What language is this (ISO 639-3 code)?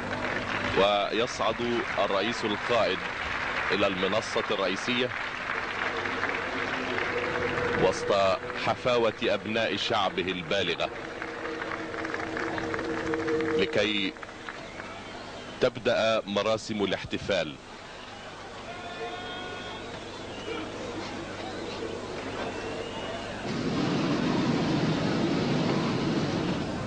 ara